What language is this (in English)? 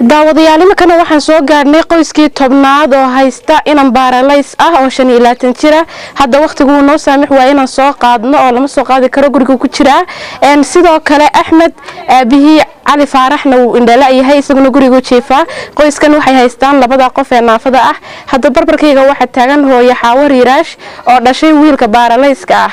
Somali